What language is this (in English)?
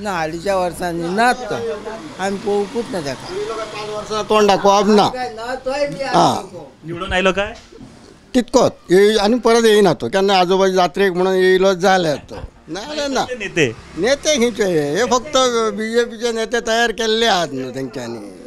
Konkani